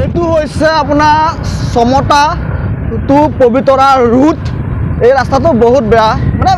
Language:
Assamese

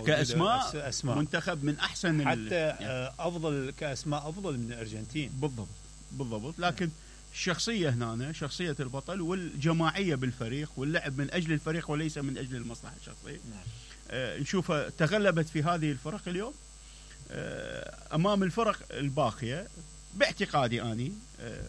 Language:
Mesopotamian Arabic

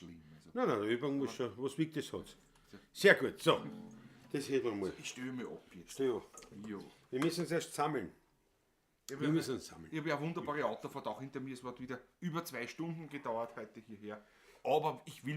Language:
Bavarian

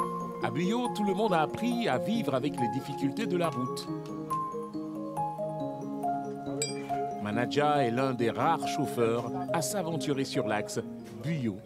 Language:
French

